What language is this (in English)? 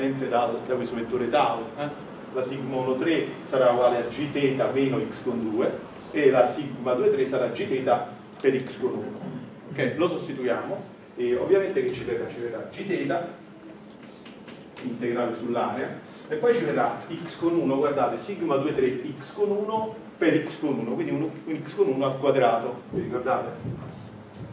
Italian